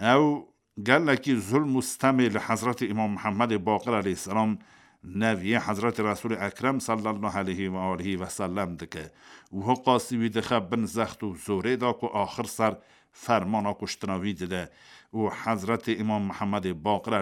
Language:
Kurdish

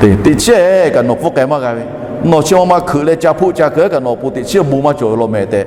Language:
Lahu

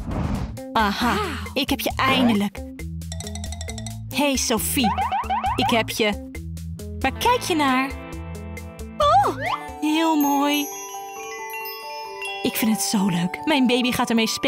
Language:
Dutch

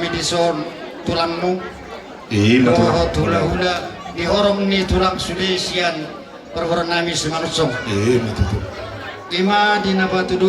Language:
Batak Toba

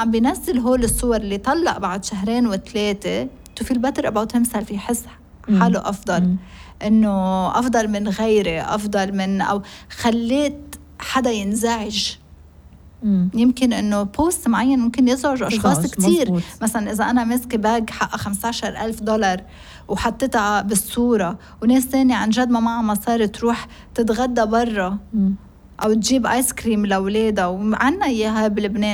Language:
North Levantine Arabic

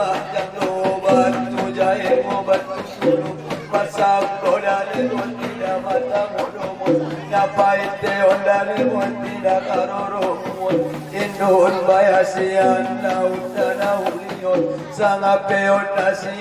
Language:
Batak Angkola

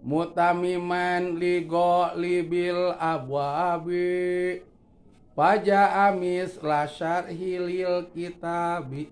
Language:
Sundanese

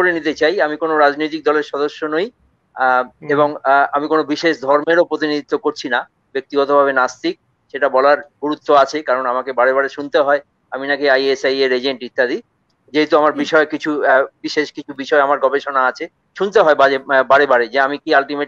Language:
Bangla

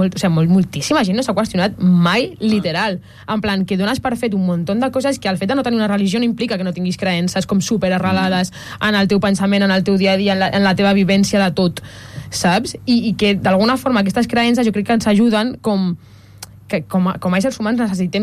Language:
Catalan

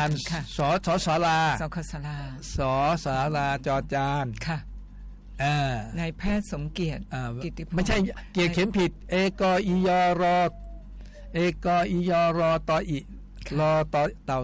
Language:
Thai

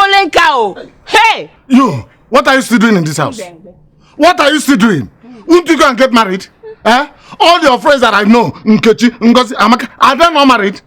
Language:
Nigerian Pidgin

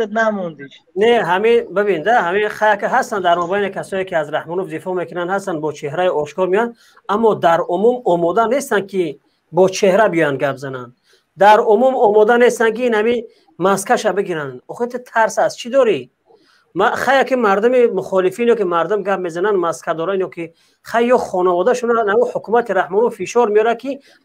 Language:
Tajik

